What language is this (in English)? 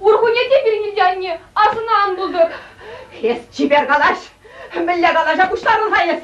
Chuvash